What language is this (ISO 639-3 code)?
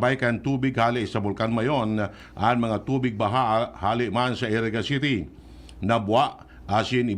bik